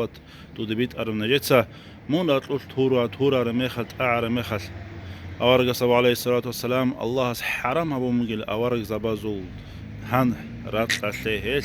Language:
Avaric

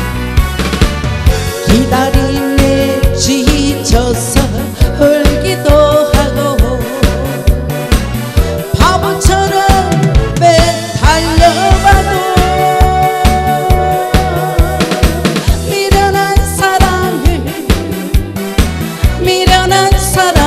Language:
Korean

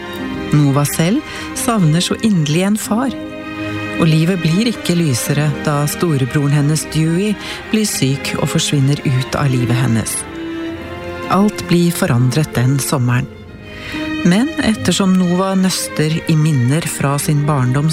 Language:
Norwegian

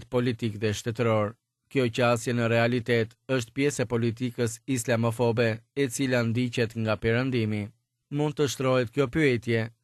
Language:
Albanian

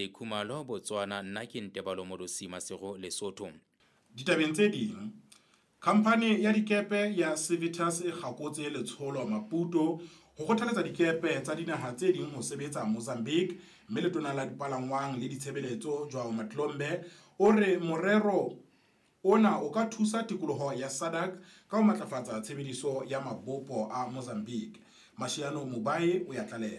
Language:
Southern Sotho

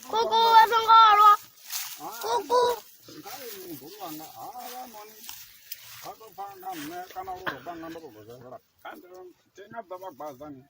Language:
Venda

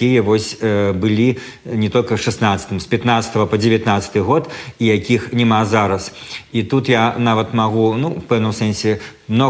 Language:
Belarusian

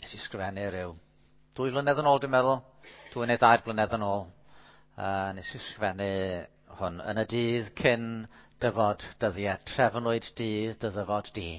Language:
Welsh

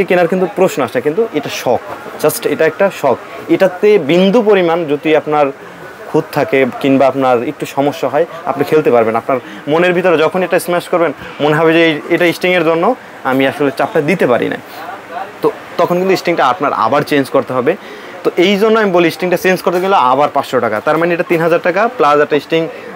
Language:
Bangla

